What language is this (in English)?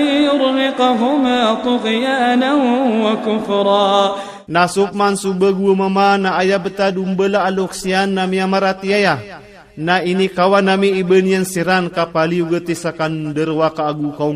Iranun (Philippines)